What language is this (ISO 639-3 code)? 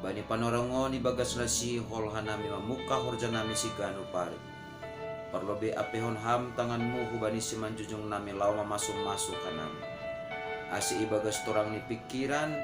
bts